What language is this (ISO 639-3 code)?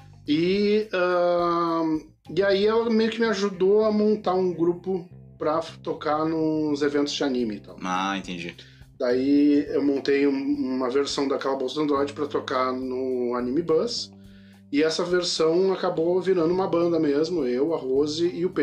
por